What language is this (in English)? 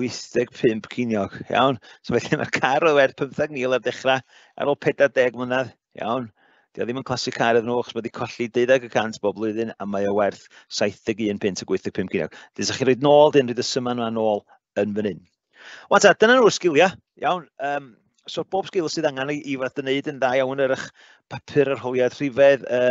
Welsh